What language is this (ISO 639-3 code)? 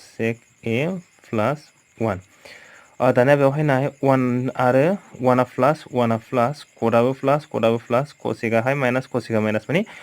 brx